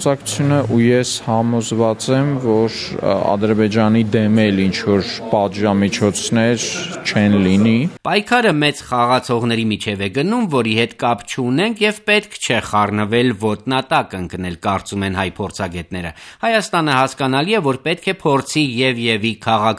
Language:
Armenian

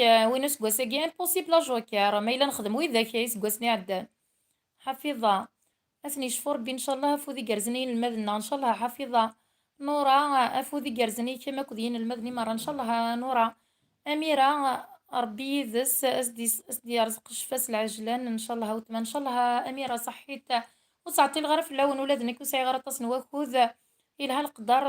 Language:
Kabyle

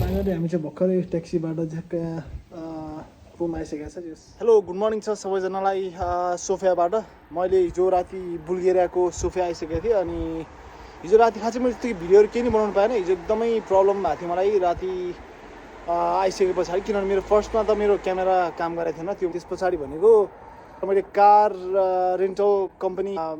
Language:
Nepali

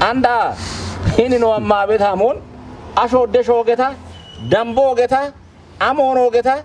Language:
Kafa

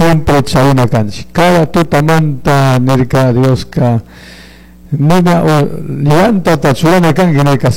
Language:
Chimborazo Highland Quichua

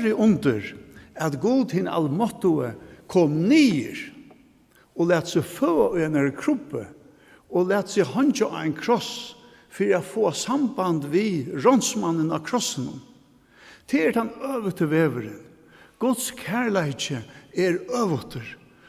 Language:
Faroese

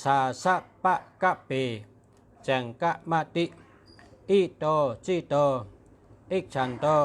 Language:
Shan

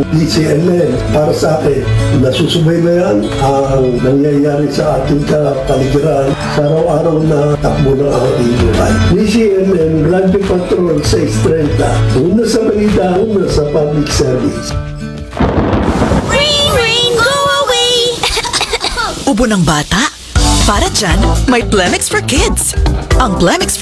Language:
Filipino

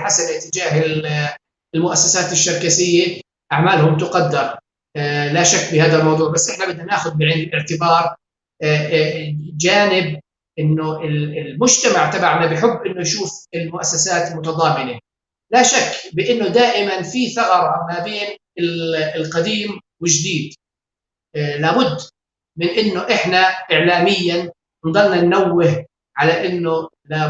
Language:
North Levantine Arabic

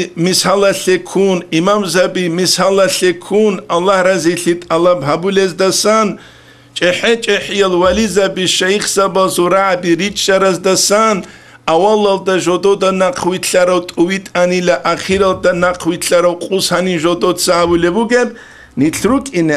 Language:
Avaric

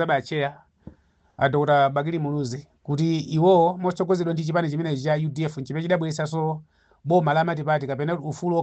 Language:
Nyanja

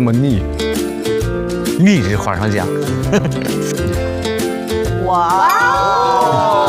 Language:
Chinese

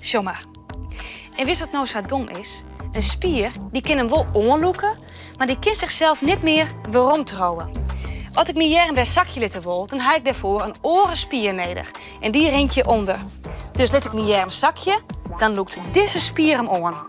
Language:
Western Frisian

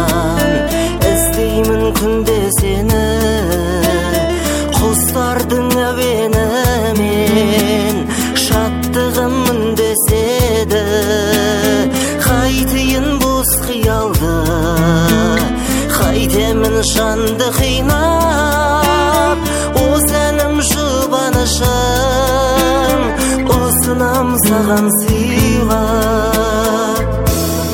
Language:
Kazakh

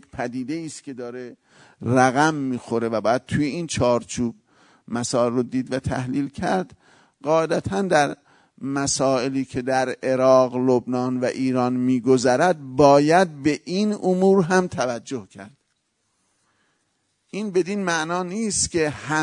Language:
Persian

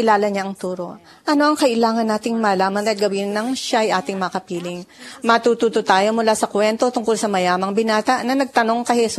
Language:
Filipino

